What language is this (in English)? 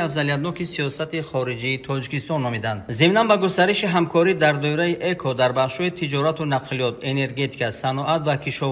Tajik